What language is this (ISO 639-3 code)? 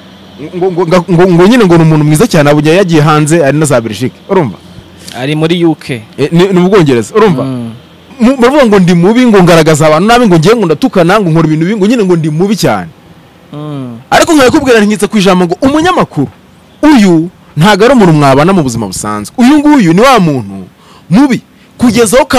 kin